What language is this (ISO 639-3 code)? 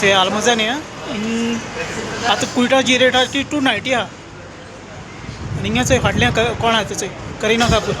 kok